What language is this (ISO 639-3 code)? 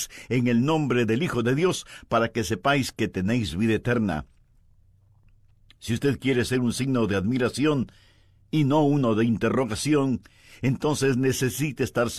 spa